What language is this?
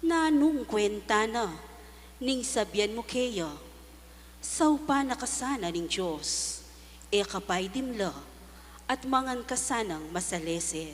Pampanga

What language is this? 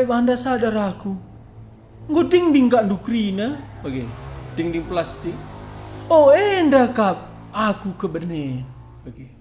Batak Karo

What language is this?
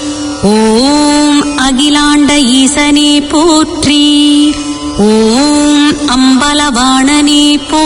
Tamil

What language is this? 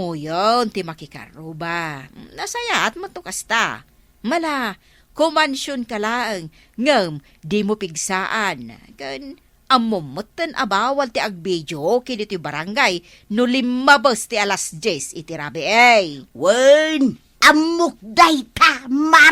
Iloko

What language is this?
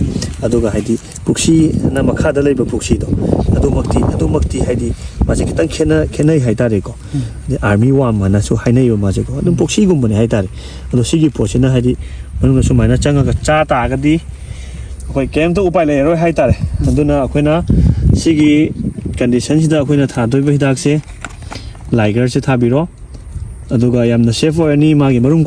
Manipuri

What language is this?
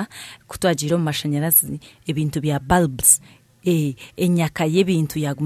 Nyankole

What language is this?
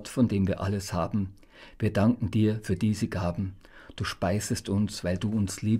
Bavarian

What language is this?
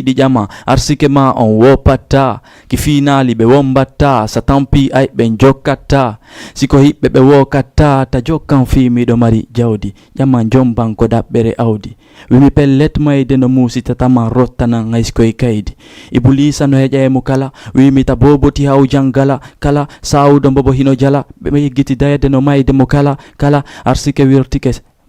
Fula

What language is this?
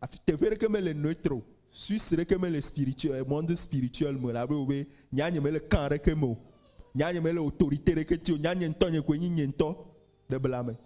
Ewe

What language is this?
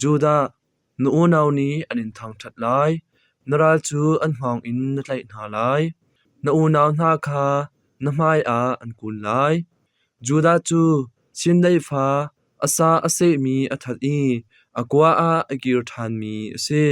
Hakha Chin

